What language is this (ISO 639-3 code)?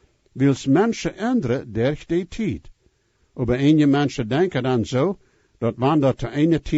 pdt